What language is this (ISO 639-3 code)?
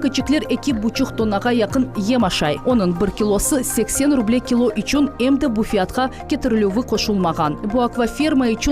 crh